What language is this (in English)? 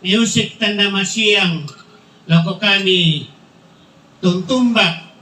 Toraja-Sa'dan